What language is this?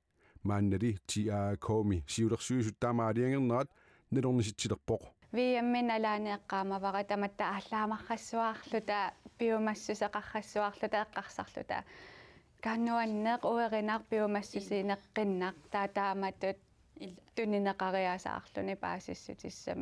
Kalaallisut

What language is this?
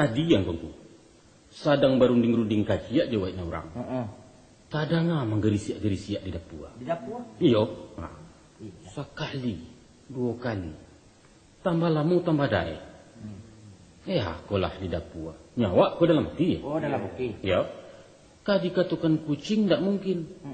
Minangkabau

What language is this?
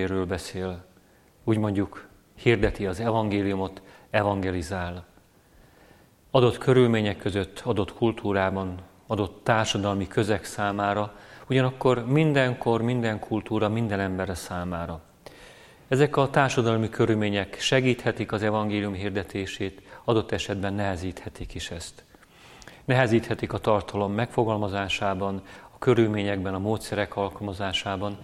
Hungarian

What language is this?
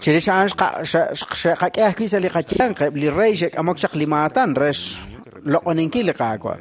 Kekchí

